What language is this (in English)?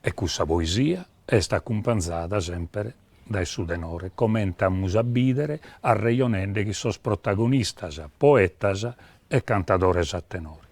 Sardinian